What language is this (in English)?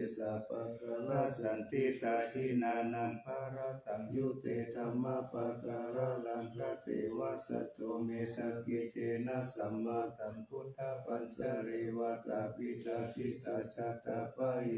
Pali